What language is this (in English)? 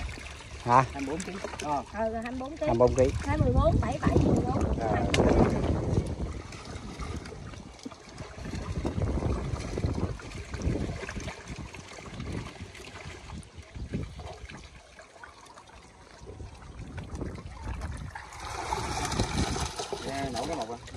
Vietnamese